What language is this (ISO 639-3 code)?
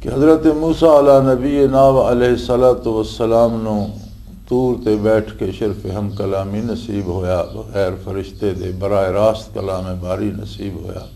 lah